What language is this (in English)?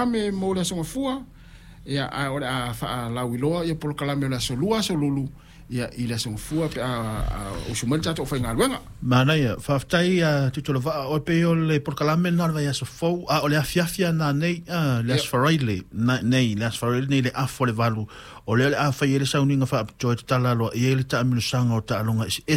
Samoan